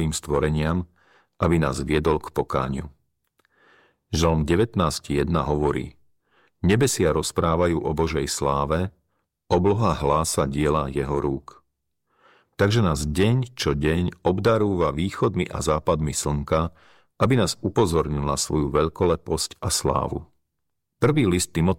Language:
Slovak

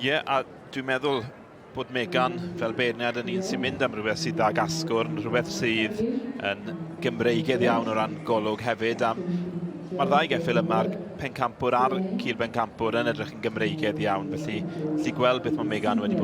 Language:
Welsh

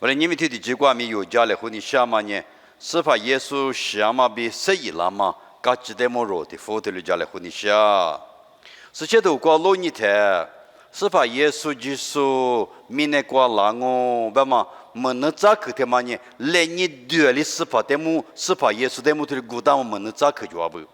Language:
Lisu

